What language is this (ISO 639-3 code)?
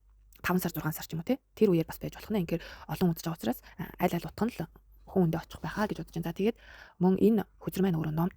mon